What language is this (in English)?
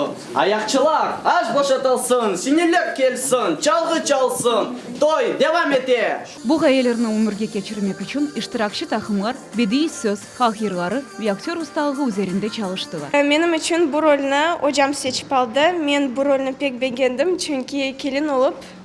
Crimean Tatar